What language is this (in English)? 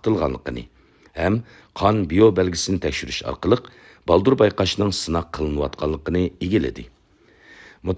Uyghur